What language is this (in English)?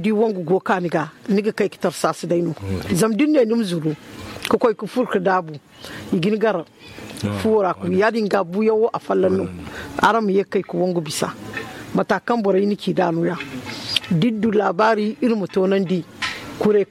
Zarma